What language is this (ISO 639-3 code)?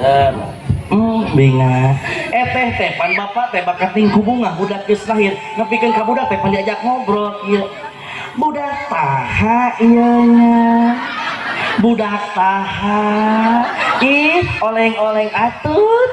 sun